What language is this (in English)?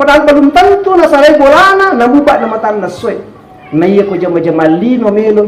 Buginese